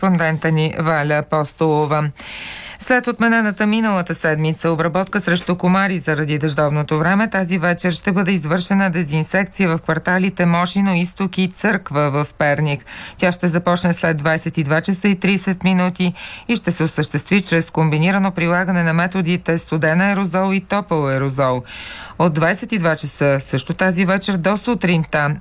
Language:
Bulgarian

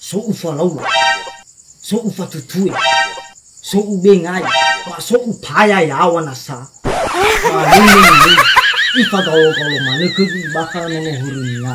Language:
Nias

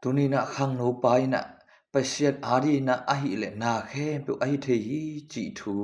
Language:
Tedim Chin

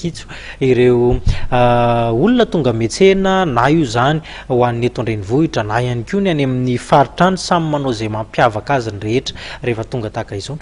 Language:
Malagasy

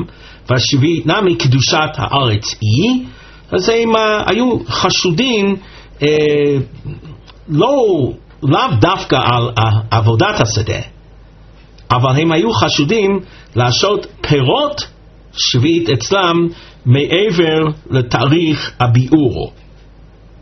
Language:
Hebrew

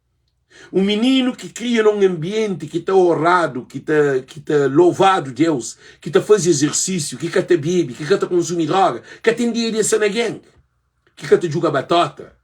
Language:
Kabuverdianu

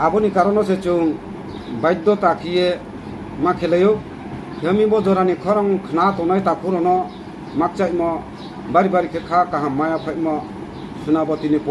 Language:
Riang (India)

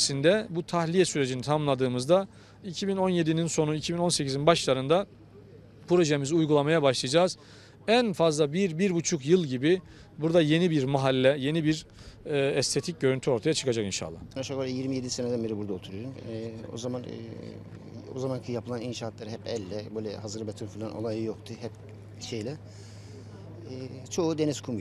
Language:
Turkish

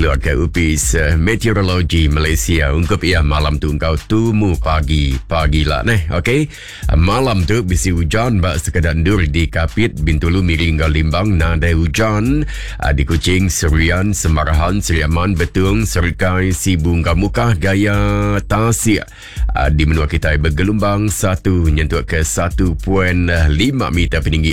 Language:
Iban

